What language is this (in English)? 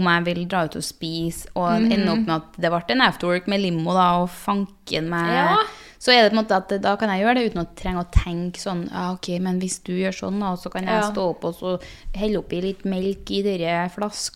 Norwegian